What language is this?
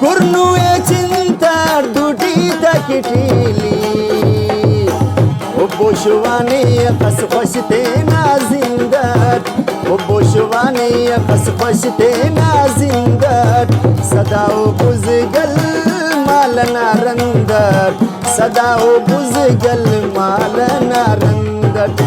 Brahui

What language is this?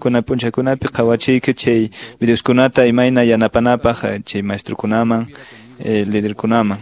Quechua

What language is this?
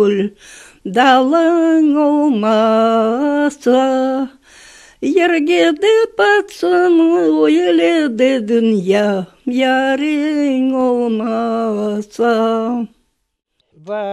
Crimean Tatar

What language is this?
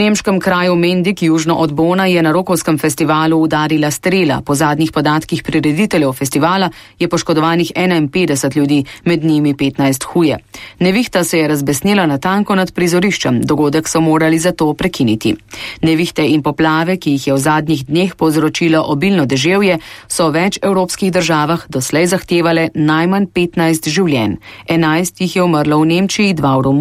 Slovenian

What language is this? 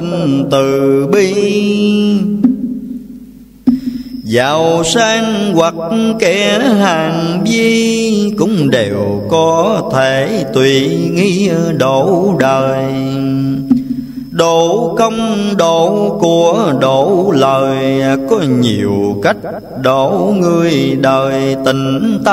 Vietnamese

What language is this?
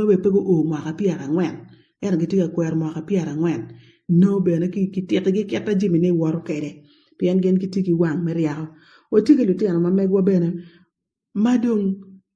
Acoli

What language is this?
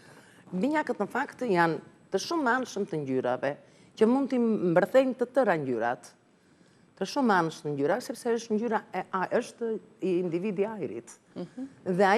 Albanian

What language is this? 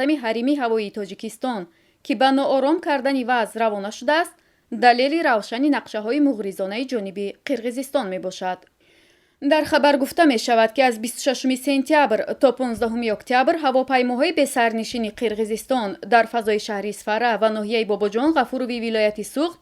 Tajik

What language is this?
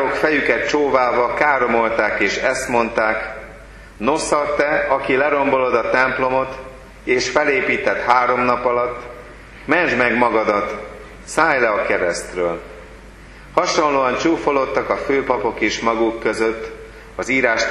Hungarian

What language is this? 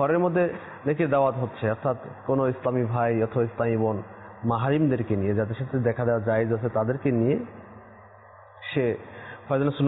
Bangla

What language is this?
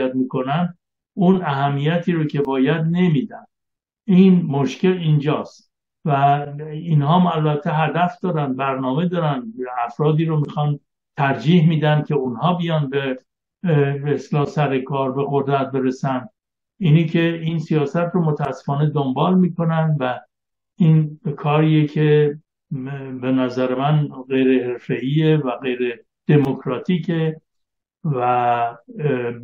Persian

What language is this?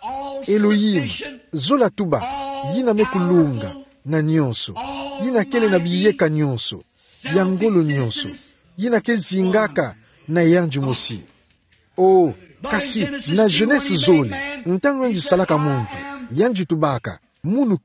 Kituba (Democratic Republic of Congo)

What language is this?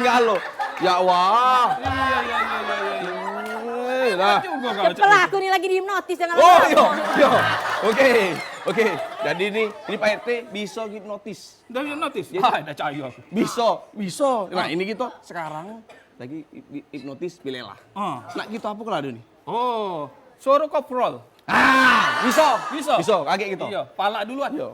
Musi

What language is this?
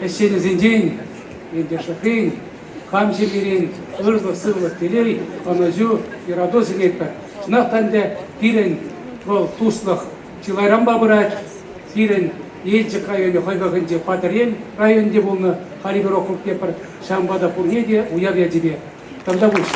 Chuvash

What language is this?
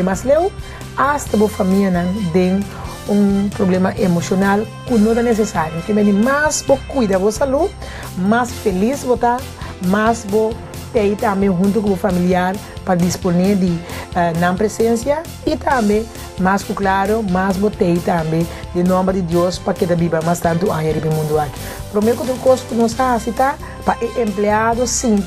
Papiamento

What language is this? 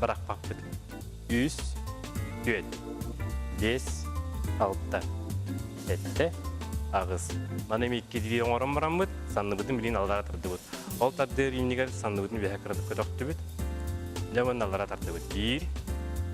Yakut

